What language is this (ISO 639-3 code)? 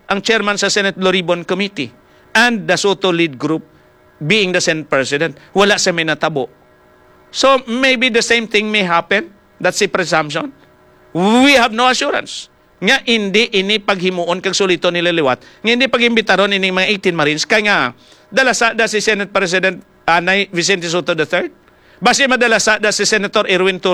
hil